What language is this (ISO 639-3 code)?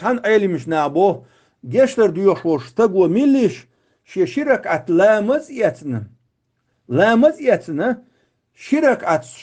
che